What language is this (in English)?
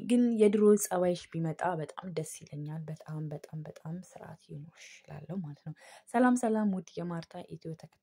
Amharic